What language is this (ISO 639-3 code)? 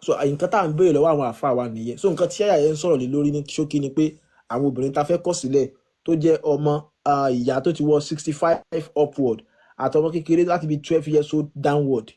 yor